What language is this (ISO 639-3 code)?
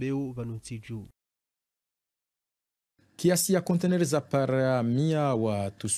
swa